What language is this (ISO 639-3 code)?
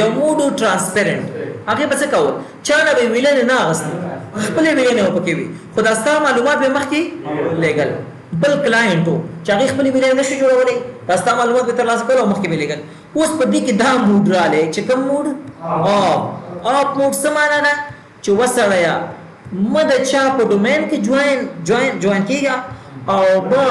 pus